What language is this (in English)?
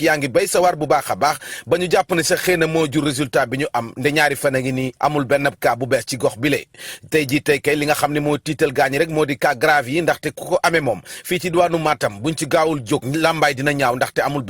Wolof